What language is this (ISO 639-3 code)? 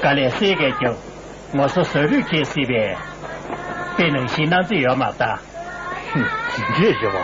bod